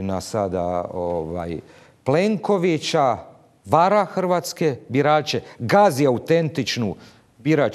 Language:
Croatian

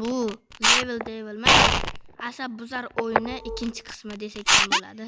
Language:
Uzbek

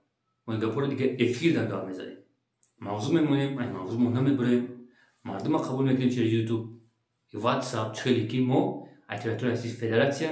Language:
Tajik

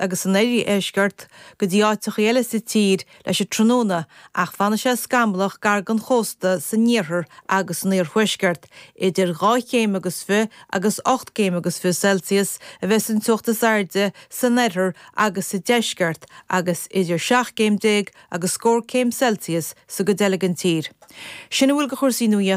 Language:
Irish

